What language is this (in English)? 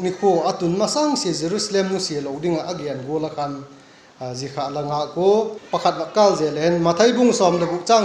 Vaiphei